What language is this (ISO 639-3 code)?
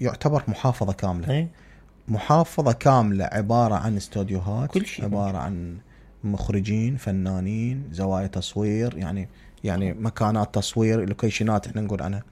acm